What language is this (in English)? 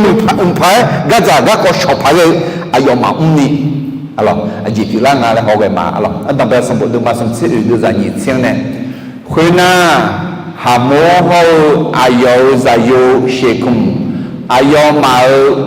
Akha